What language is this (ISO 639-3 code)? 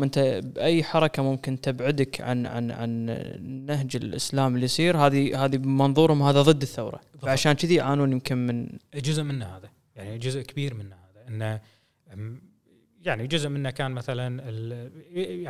afb